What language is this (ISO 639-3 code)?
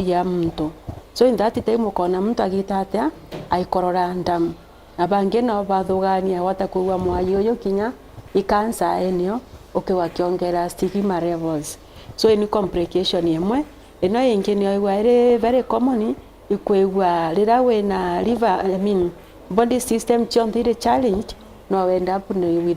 mer